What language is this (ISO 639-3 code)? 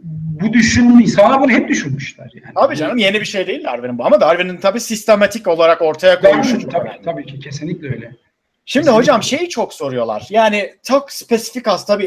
tur